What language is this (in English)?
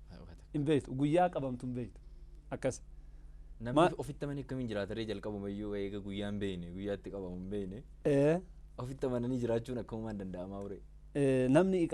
Oromo